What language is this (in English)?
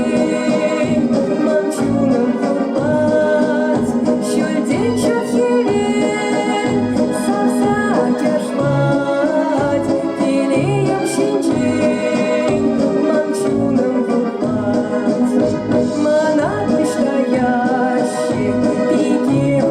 Chuvash